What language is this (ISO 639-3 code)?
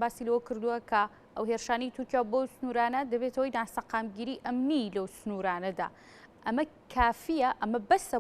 ckb